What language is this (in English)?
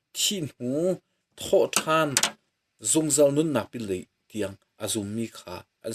Hakha Chin